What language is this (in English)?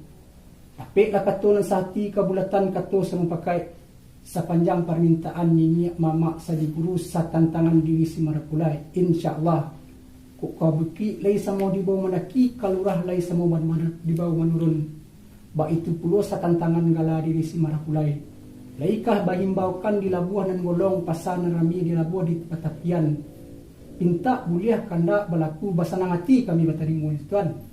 Minangkabau